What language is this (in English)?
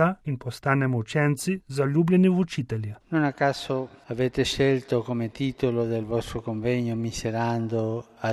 Slovenian